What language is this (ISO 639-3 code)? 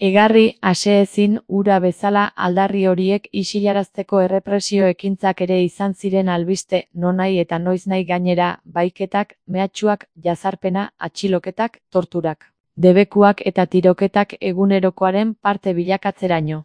eus